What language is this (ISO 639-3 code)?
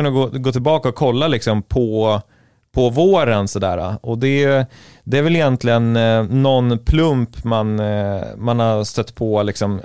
swe